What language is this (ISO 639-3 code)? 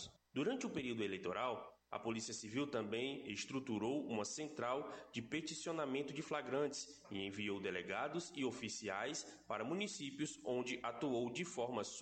por